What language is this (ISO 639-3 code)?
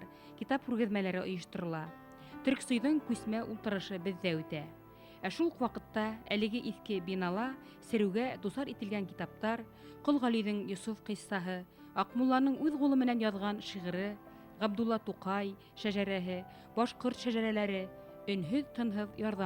bak